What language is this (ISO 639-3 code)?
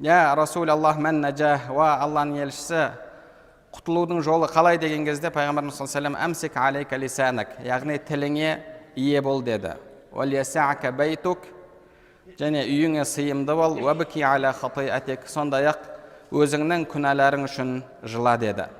kaz